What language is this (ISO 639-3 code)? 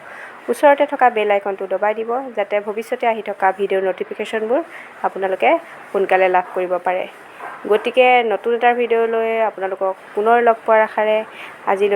asm